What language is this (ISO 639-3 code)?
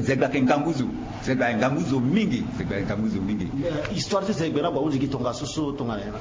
sag